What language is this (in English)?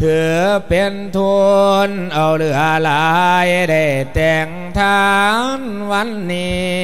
Lao